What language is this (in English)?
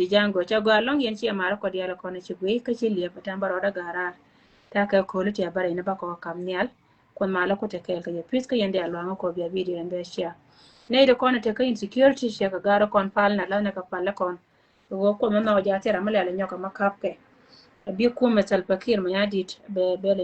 Nuer